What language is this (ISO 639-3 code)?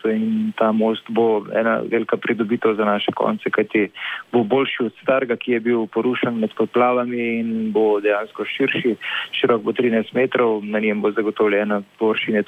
slv